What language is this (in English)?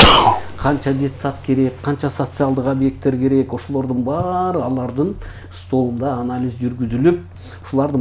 Kyrgyz